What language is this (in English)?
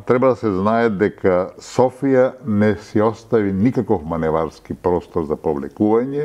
Macedonian